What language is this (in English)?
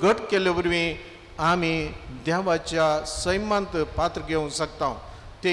Konkani